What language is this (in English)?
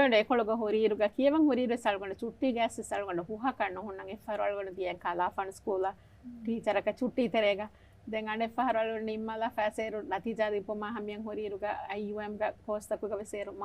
Divehi